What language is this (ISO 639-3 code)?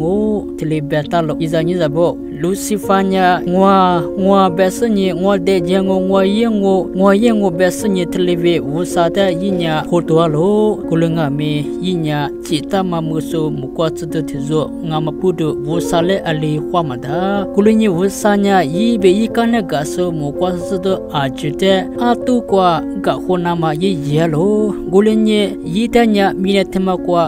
lis